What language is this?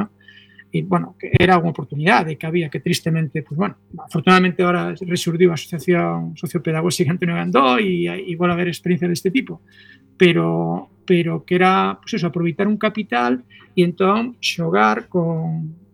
Galician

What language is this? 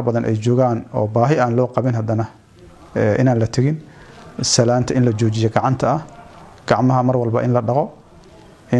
Somali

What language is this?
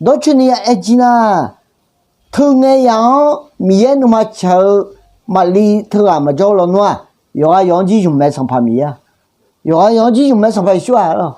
Akha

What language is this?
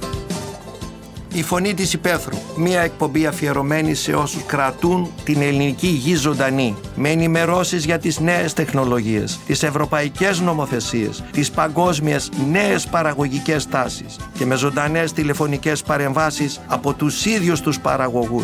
Greek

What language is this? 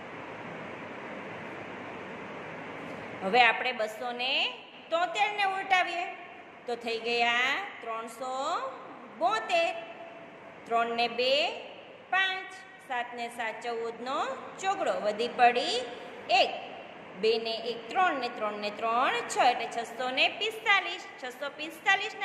Gujarati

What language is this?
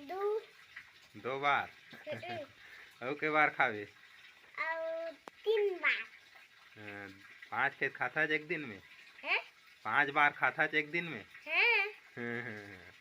Chhattisgarhi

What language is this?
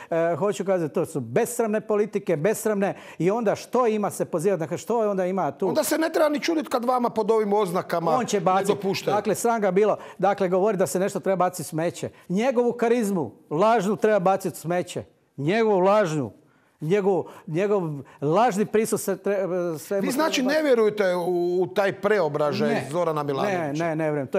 Croatian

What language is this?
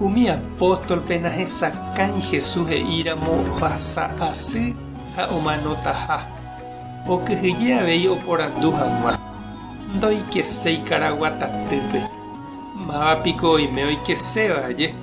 Guarani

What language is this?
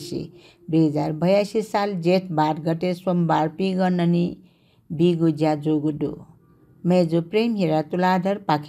Newari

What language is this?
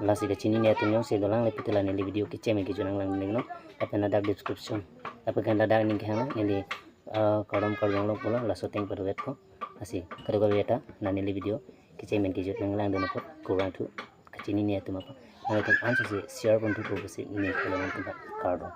Karbi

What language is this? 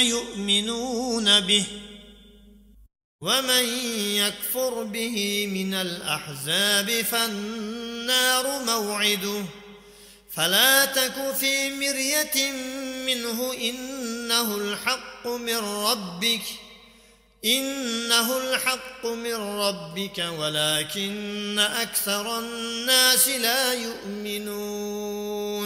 Arabic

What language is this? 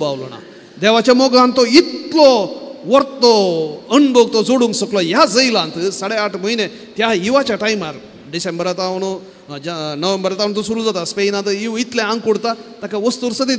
Konkani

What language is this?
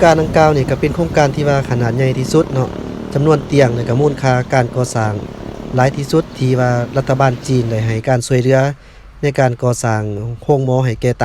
Lao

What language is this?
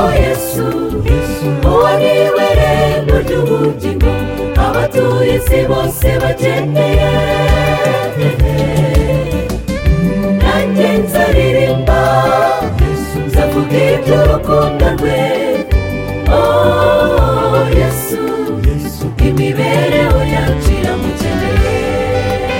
Kinyarwanda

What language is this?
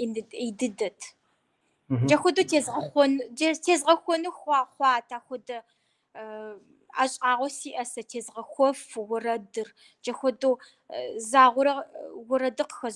Kabardian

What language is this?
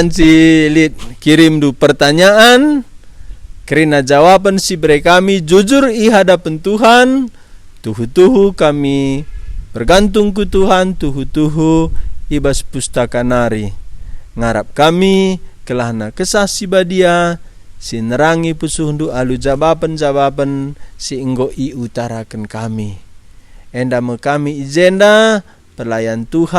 Batak Karo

